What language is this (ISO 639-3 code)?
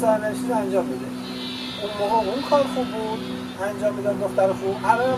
fas